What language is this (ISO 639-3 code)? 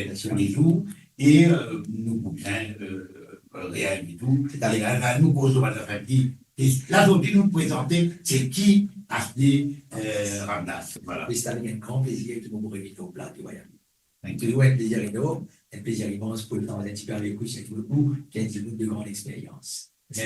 mfe